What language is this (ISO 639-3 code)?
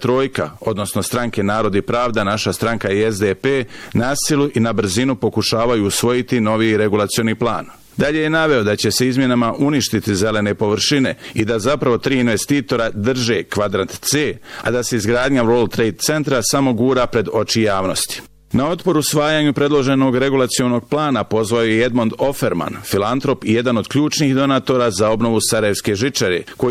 bos